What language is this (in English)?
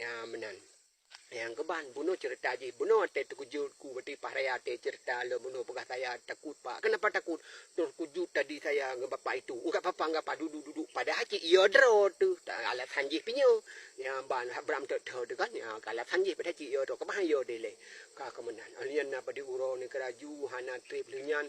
Achinese